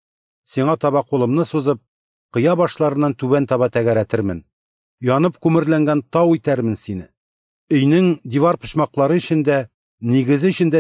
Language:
Tatar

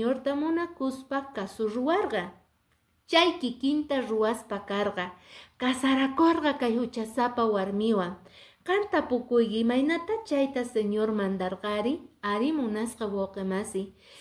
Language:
Quechua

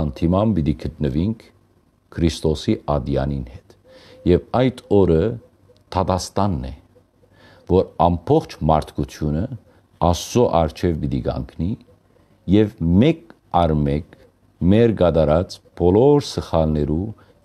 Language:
Western Armenian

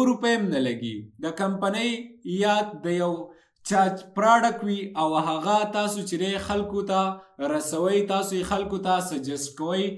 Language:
Pashto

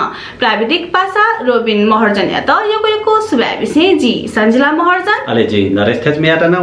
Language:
Newari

